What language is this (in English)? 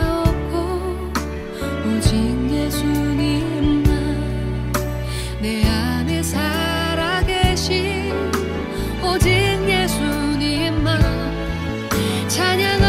Korean